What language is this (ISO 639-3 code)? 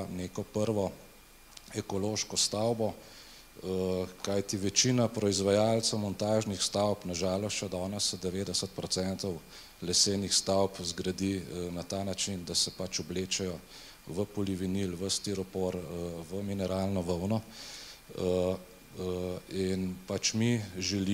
slv